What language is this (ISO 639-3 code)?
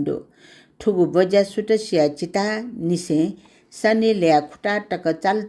new